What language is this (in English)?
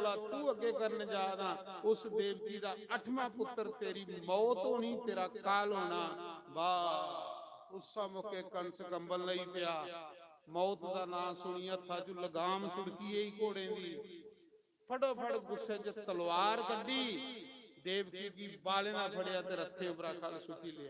Dogri